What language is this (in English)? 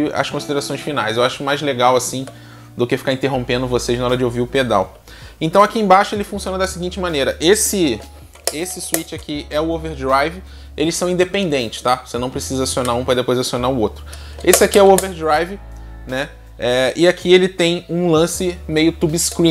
Portuguese